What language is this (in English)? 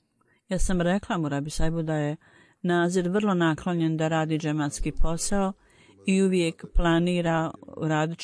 Bosnian